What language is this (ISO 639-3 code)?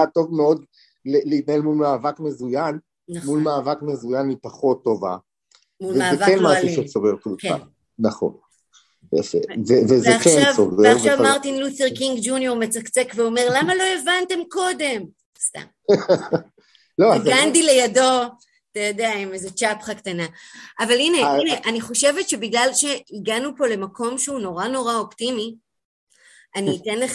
heb